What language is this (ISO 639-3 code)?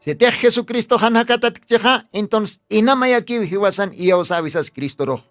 aym